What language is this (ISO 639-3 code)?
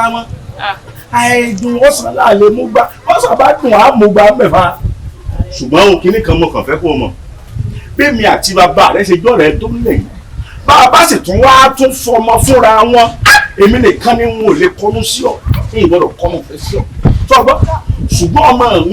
yor